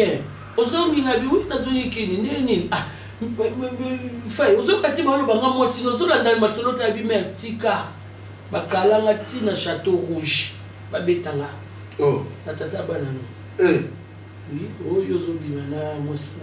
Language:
Lingala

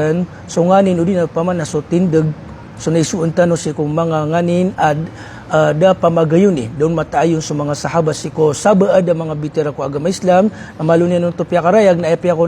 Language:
Maranao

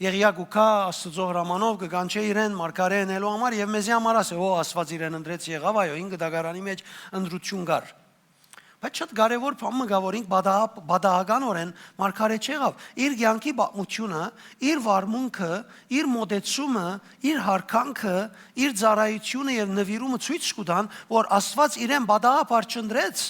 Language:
Western Armenian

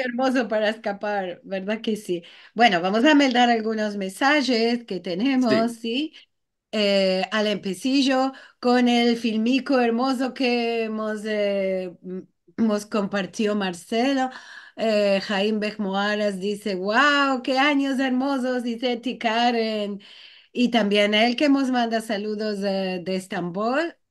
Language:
Ladino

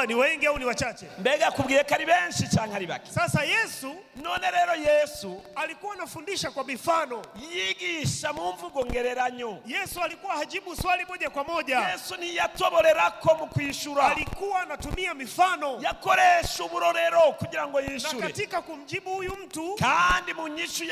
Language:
Swahili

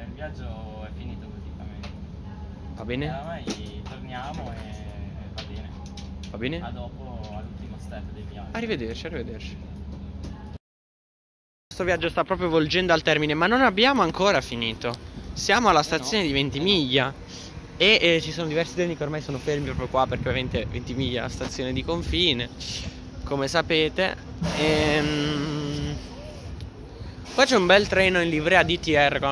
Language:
Italian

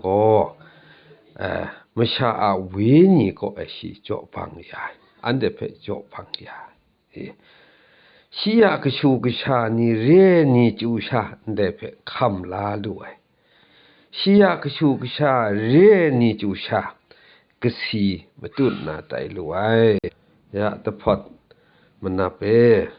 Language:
Kachin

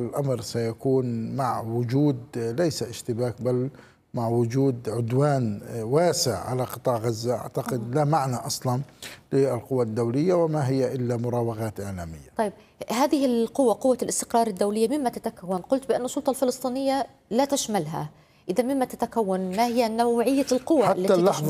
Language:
Arabic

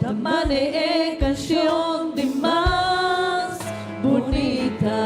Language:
Papiamento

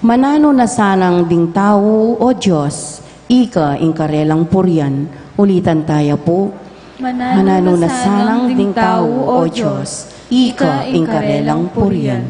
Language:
Pampanga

